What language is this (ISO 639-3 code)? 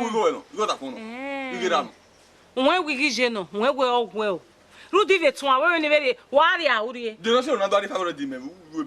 bin